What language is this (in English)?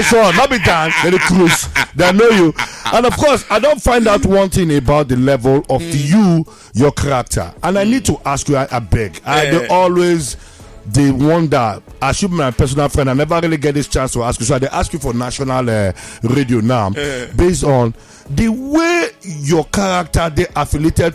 Nigerian Pidgin